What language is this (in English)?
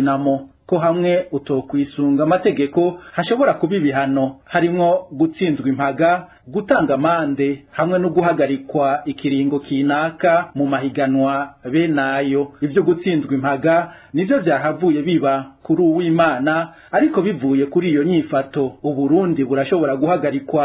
Rundi